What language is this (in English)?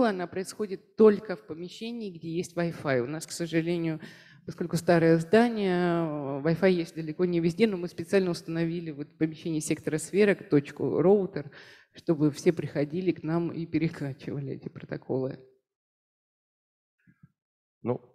Russian